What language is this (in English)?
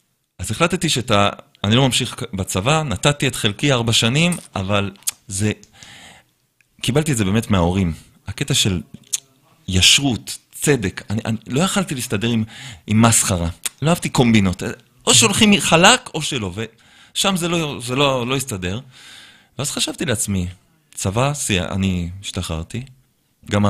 Hebrew